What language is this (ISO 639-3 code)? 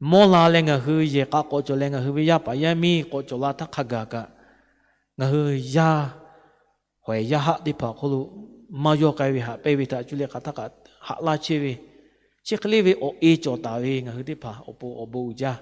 lhu